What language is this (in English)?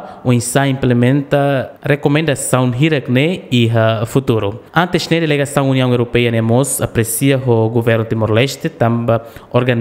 Tetum